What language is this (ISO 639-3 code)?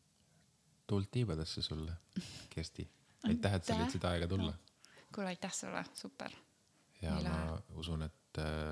est